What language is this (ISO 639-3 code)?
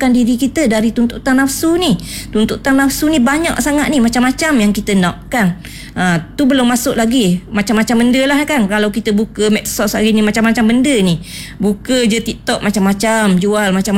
msa